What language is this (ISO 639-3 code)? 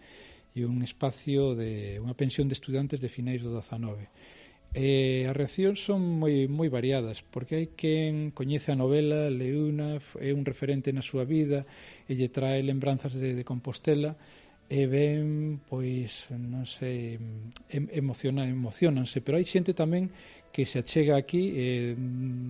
glg